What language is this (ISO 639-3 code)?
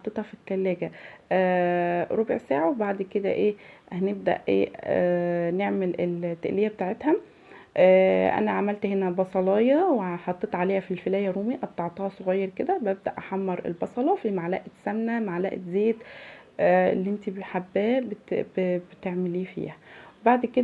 arz